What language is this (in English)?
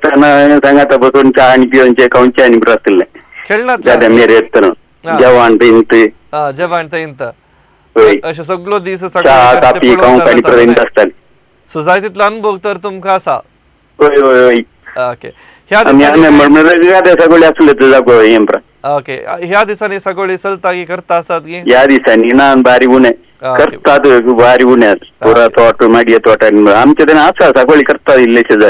Konkani